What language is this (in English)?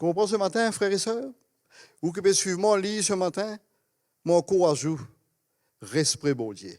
Morisyen